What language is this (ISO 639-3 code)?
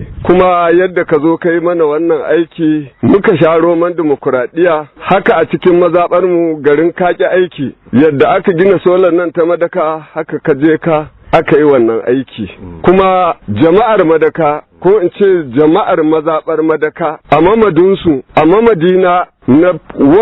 hau